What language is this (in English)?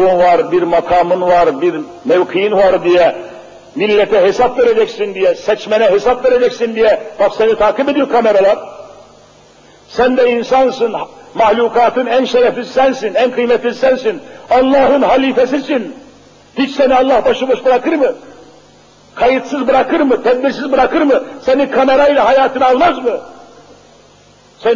Turkish